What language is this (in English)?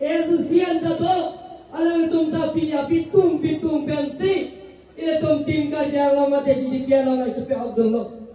Karbi